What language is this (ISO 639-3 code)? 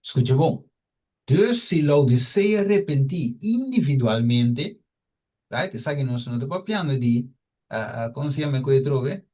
pap